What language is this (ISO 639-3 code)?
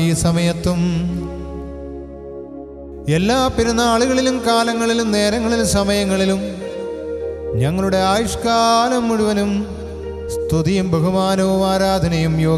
mal